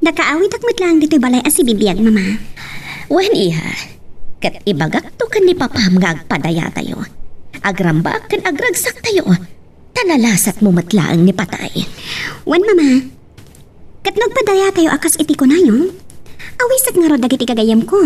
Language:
Iloko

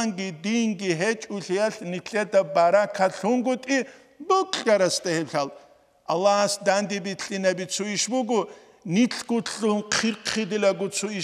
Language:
Avaric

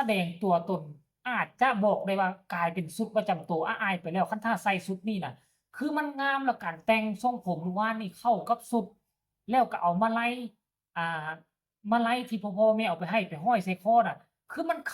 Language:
Northeastern Thai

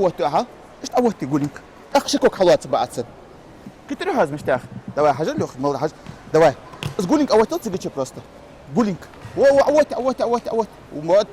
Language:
Ingush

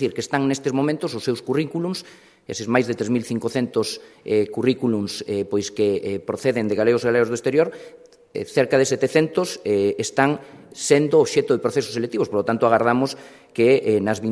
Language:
Galician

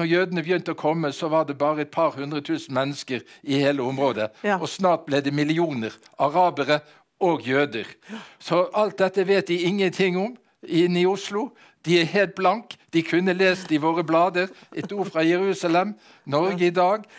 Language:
Norwegian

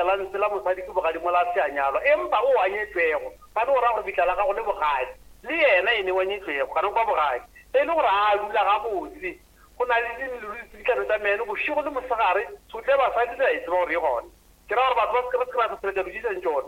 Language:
Northern Sotho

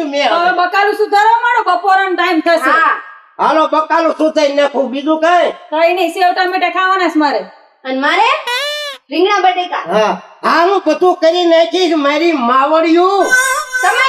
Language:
Gujarati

